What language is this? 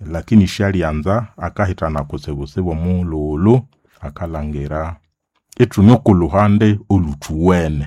Nande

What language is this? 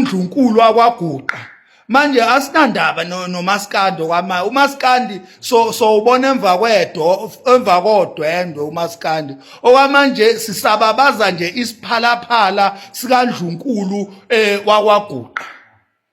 Zulu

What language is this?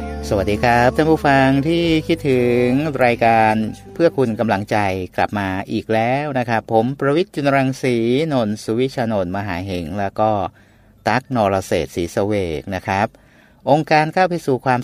Thai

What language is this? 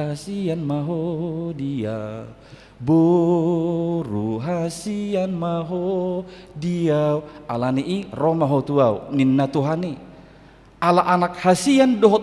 Batak Toba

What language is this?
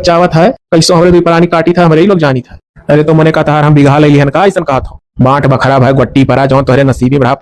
Awadhi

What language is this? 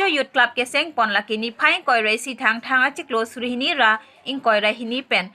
Karbi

